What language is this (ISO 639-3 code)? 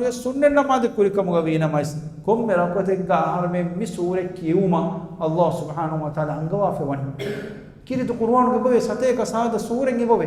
div